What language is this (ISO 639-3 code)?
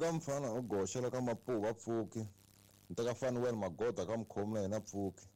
tso